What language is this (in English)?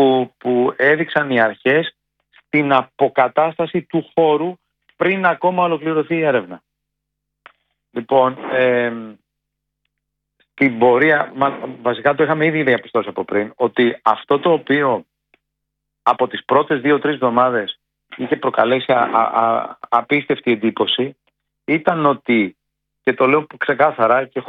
Greek